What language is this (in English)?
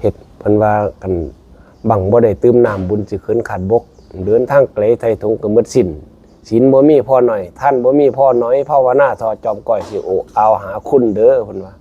Northeastern Thai